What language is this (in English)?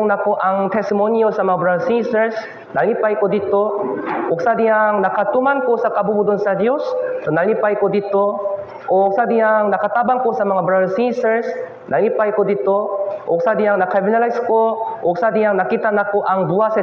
Cebuano